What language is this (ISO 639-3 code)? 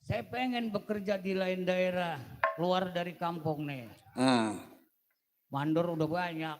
bew